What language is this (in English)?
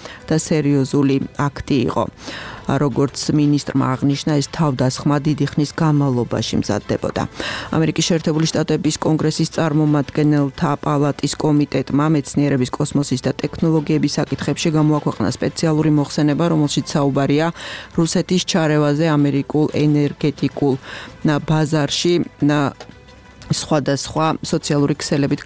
Georgian